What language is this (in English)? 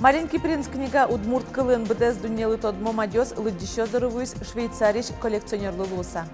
Udmurt